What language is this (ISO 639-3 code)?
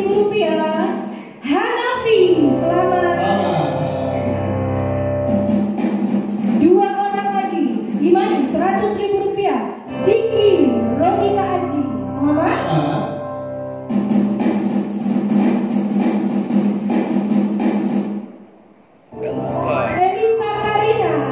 ind